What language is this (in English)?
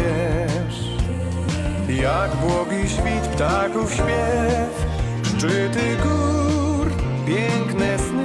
Polish